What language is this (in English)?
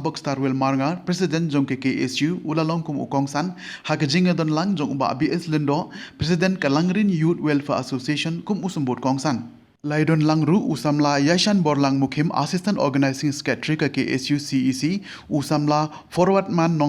Khasi